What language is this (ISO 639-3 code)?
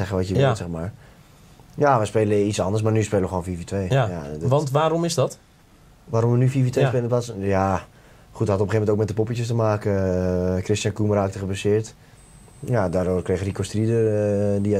nld